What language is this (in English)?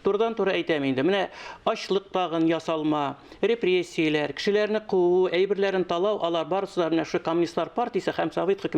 Tatar